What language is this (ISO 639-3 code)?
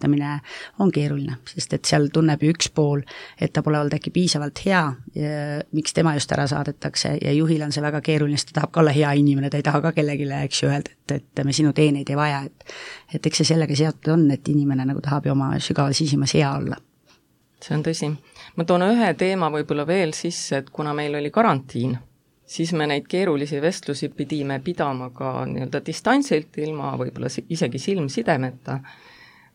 est